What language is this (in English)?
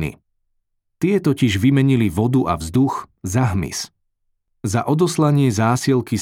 Slovak